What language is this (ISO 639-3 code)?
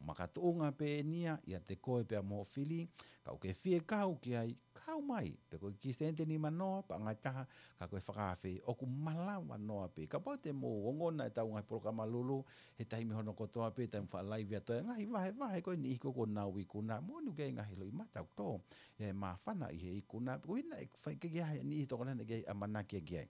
ton